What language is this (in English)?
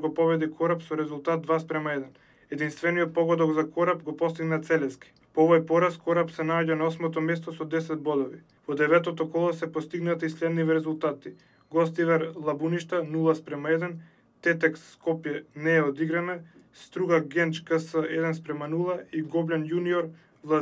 Macedonian